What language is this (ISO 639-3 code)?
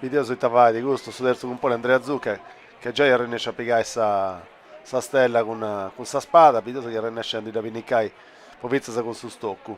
srd